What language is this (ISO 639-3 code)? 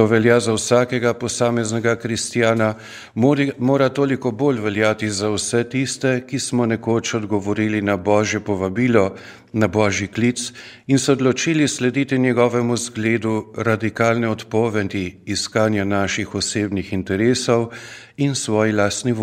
slv